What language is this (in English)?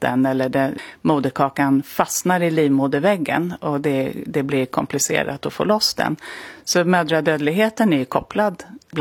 Swedish